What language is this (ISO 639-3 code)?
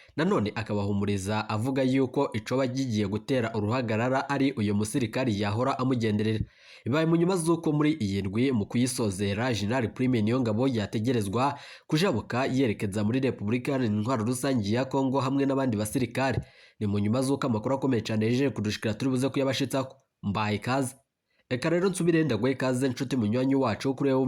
run